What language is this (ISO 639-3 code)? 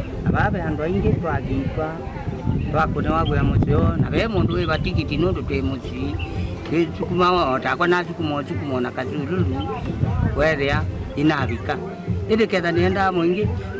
kam